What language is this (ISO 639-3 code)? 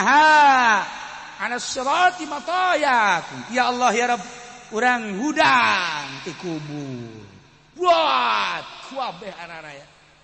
sun